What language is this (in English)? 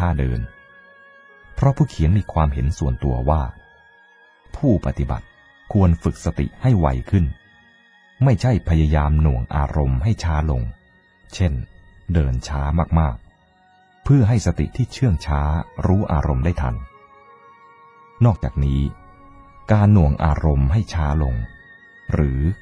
Thai